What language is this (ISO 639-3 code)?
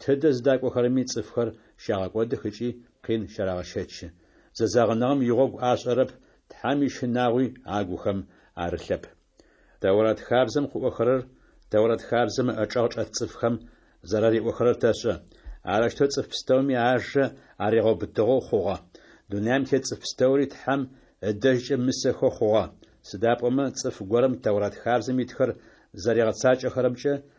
ady